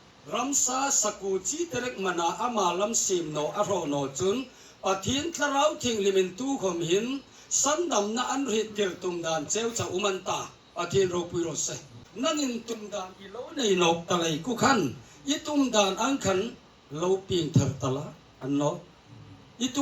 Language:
Hmar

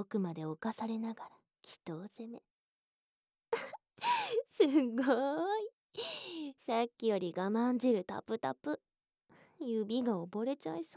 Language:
Japanese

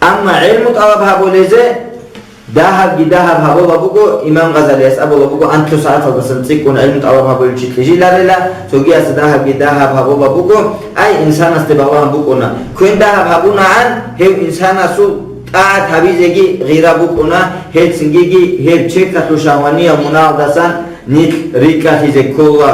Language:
Avaric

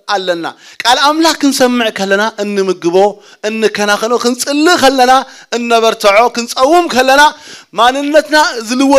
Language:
Tigrinya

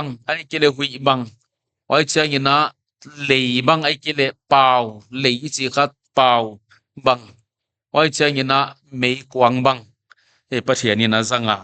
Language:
Paite Chin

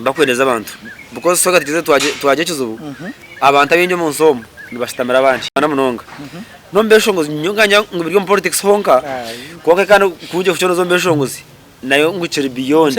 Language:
Nyankole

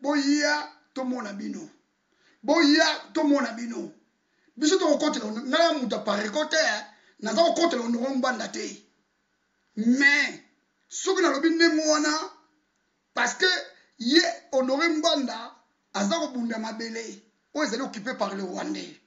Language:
Lingala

